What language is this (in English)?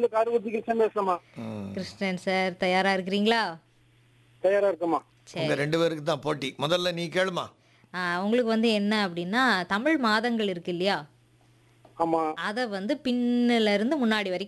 Tamil